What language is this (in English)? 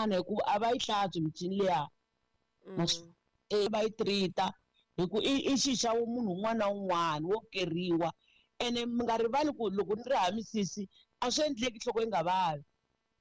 Tsonga